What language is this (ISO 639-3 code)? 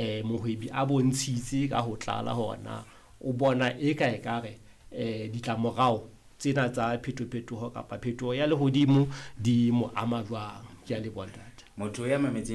sot